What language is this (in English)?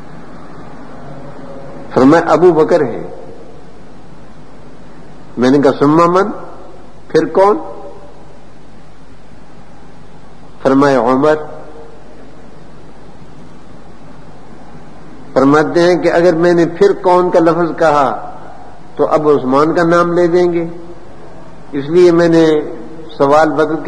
Urdu